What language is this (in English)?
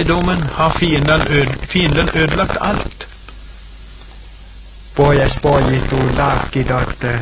Norwegian